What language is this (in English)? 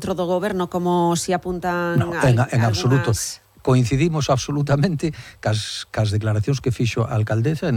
Galician